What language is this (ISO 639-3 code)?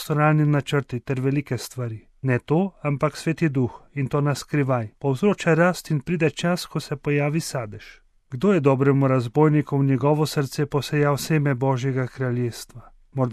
slv